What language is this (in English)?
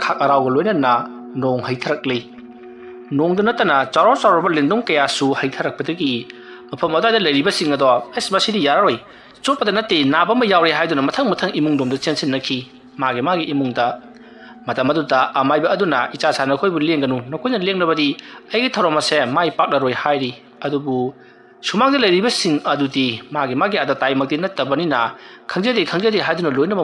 Manipuri